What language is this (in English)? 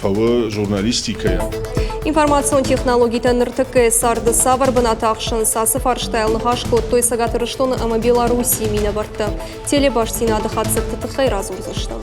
Ossetic